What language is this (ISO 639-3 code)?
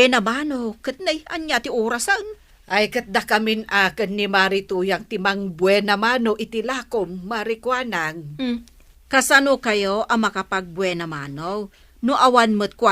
ilo